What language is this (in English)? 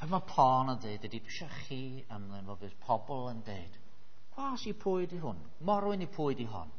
Welsh